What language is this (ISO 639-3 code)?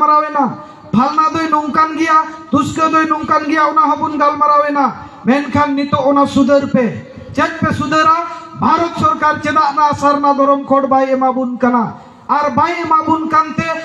sat